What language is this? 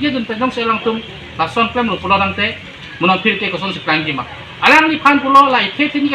Karbi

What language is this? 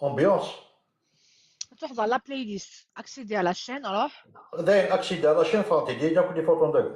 Kabyle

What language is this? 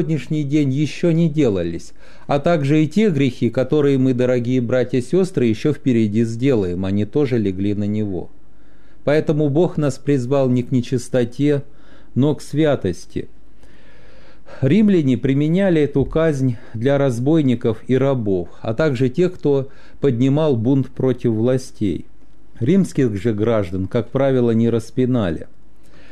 Russian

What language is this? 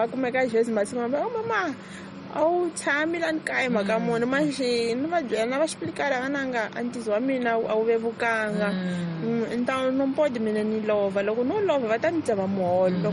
Tsonga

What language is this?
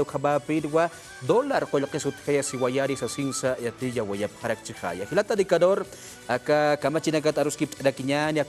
Aymara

